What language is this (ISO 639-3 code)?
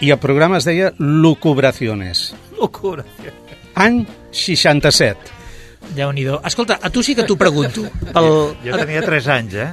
cat